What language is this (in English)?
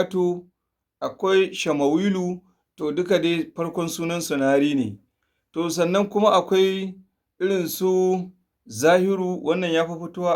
Hausa